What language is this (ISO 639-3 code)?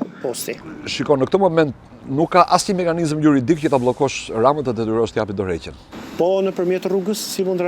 sqi